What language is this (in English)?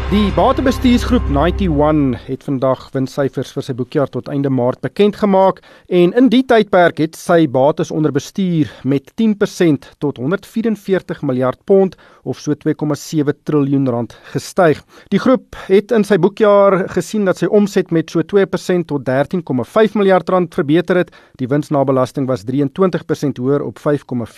Afrikaans